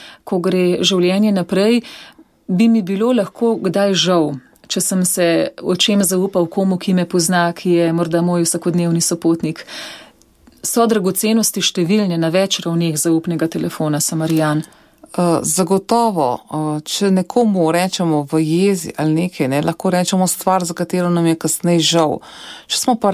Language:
Slovenian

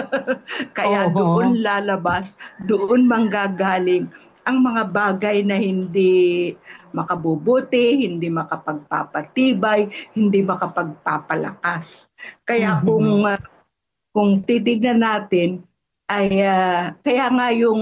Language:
Filipino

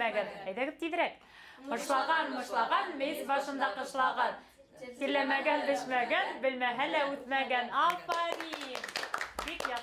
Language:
Bashkir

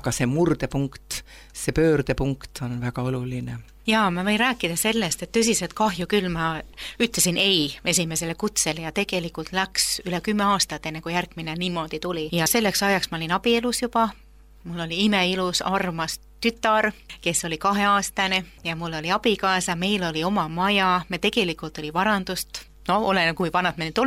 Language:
Estonian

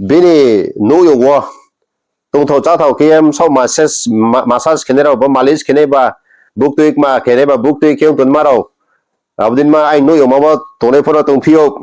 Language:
Riang (India)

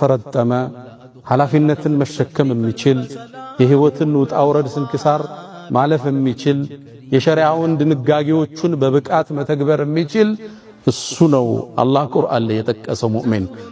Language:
Amharic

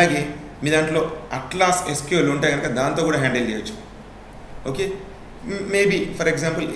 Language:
Telugu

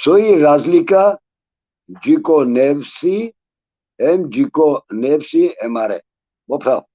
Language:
Balkan Romani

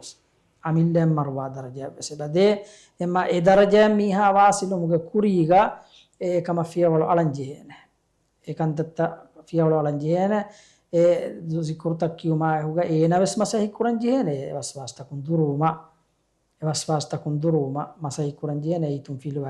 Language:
Divehi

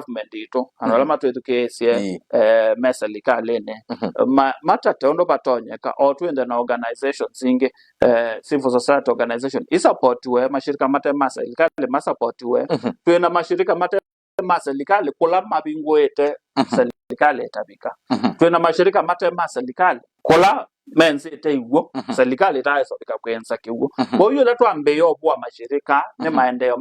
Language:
Kamba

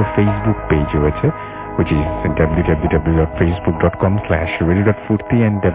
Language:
Bangla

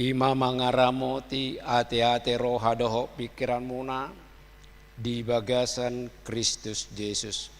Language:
Batak Toba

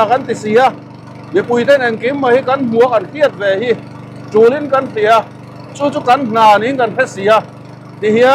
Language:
Mizo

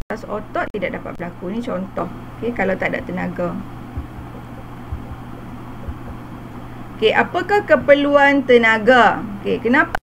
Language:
Malay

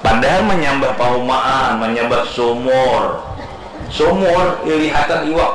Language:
Banjar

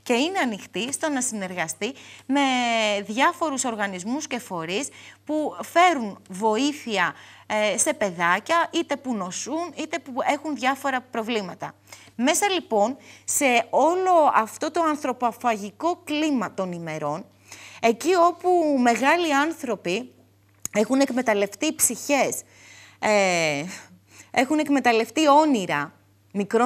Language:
Greek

